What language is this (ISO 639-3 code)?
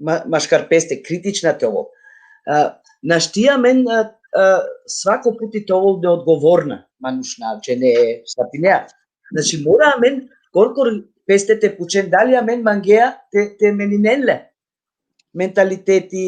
rmn